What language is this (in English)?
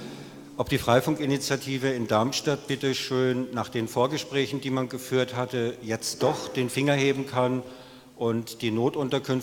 German